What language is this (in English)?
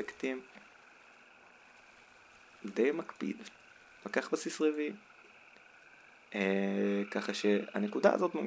Hebrew